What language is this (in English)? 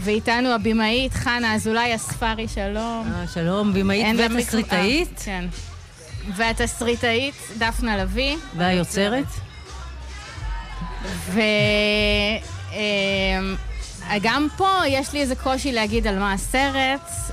Hebrew